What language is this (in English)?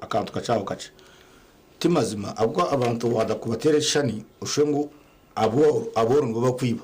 Nyankole